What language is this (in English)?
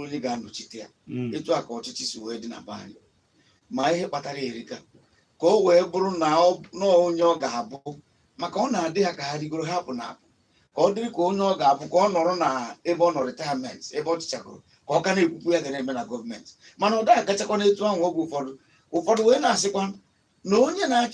Igbo